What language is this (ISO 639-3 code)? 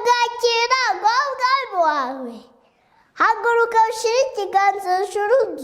kin